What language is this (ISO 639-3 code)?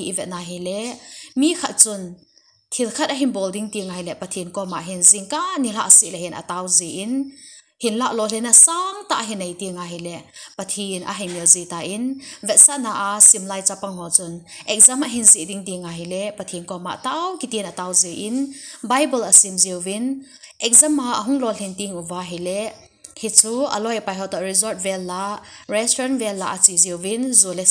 tcz